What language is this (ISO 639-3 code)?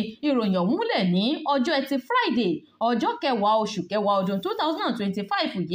yor